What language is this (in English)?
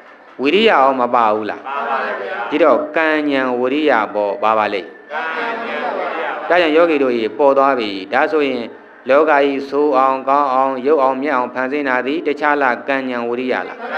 Burmese